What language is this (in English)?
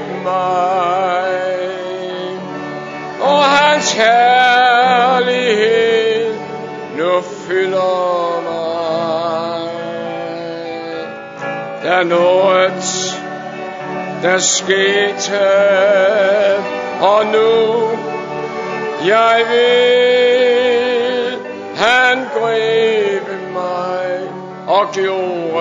Danish